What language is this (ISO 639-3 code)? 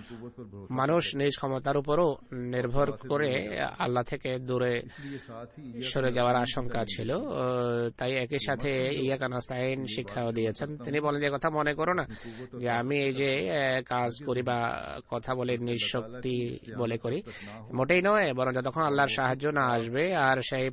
ben